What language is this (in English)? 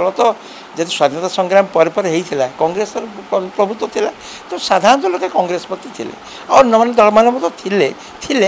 Odia